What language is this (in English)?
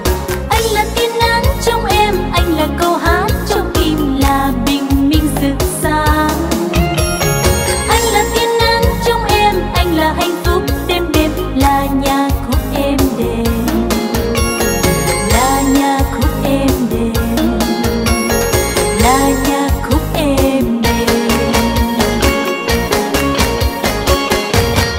Vietnamese